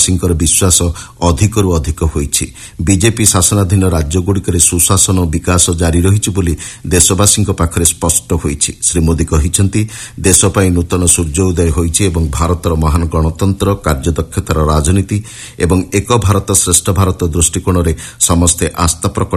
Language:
Odia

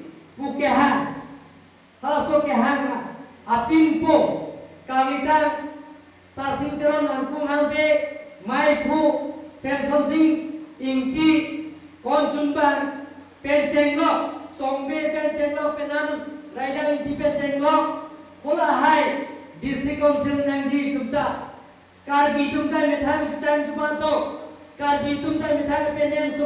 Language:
Karbi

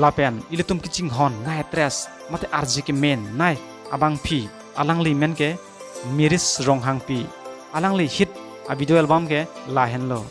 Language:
Karbi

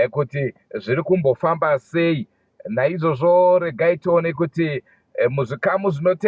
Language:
Shona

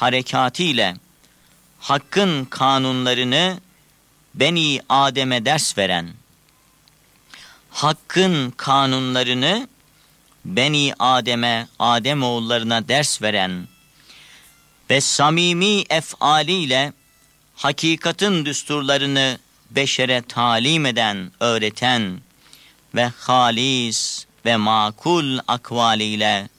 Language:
Turkish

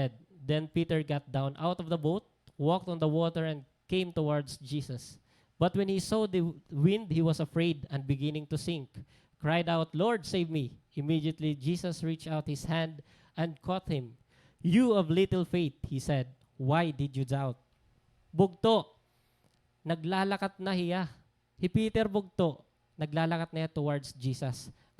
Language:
Waray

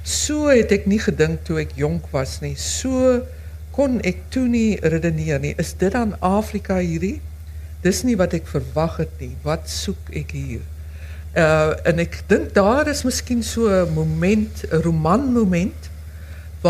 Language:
Afrikaans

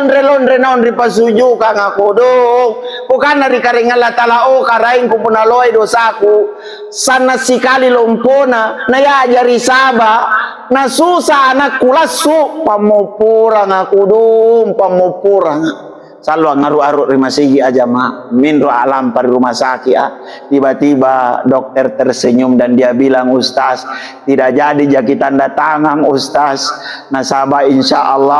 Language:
Makasar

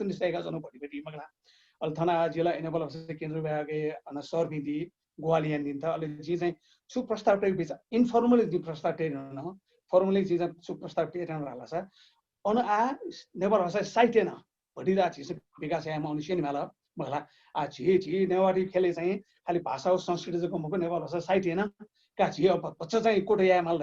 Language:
Newari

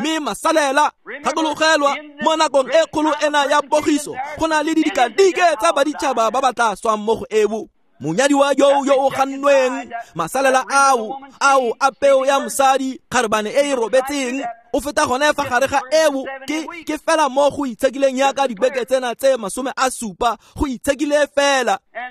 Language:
Tswana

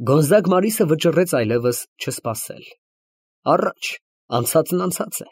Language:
Armenian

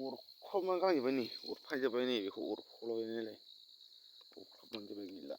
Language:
Bodo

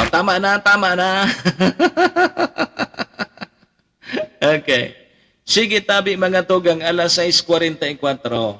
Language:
Bikol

